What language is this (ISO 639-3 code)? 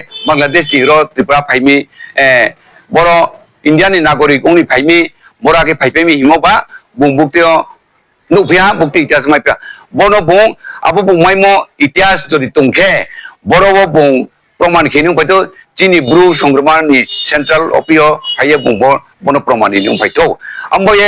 ria